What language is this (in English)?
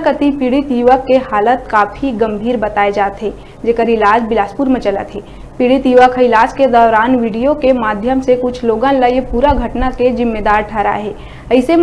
Chhattisgarhi